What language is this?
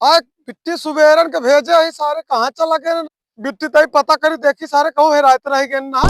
Awadhi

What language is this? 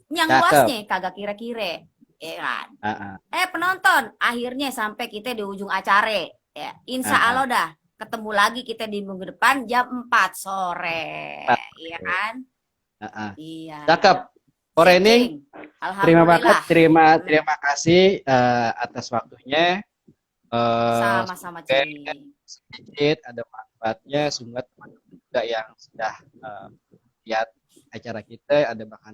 Betawi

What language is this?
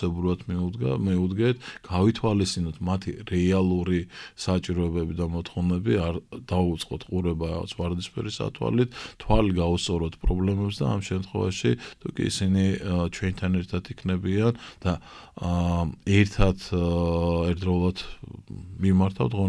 Georgian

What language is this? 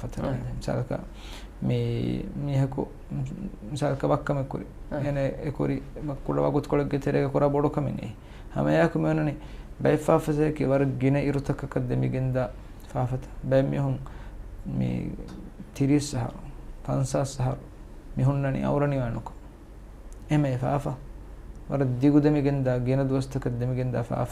Divehi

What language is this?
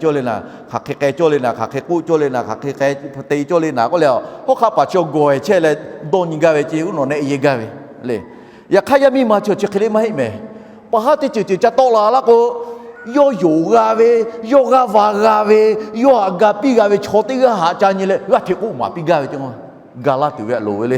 Lahu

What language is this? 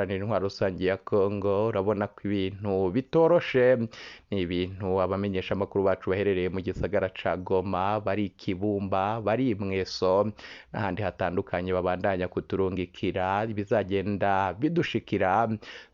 Rundi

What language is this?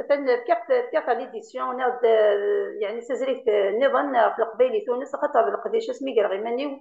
Kabyle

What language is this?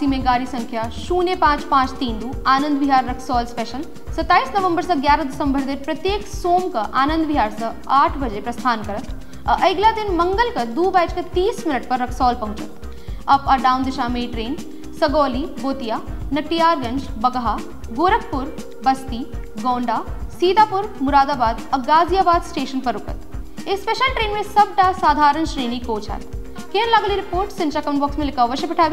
Maithili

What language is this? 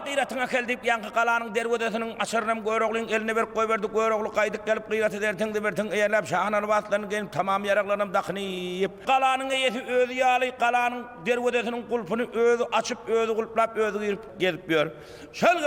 Turkmen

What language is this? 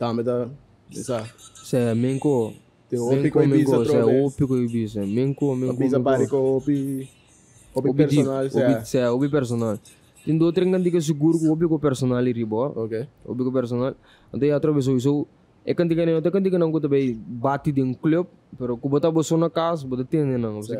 Papiamento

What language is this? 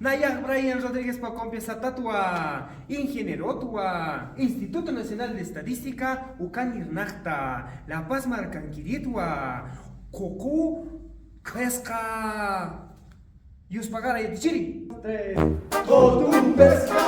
Aymara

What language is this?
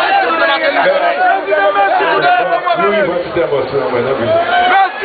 Haitian Creole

